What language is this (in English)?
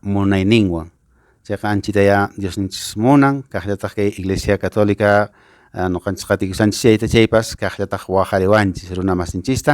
Quechua